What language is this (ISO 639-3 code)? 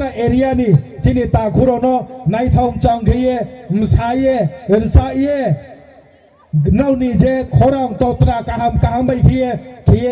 ria